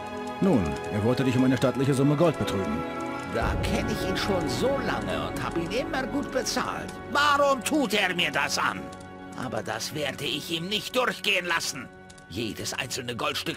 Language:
Bavarian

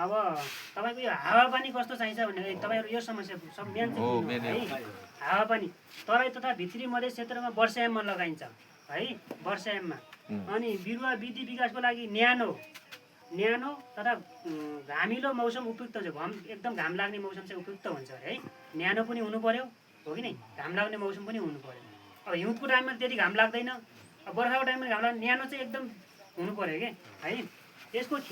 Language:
Nepali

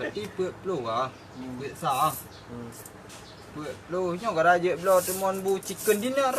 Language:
Achinese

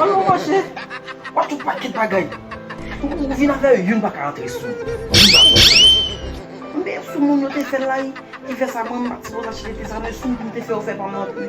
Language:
Haitian Creole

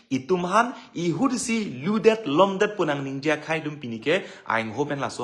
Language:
Karbi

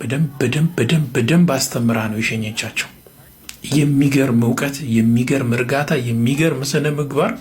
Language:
Amharic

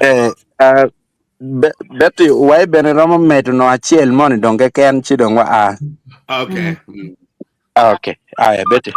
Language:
Acoli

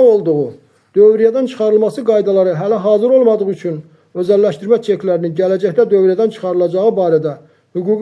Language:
Azerbaijani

